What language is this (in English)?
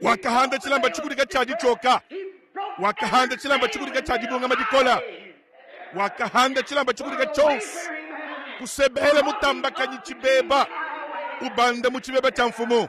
Luba-Lulua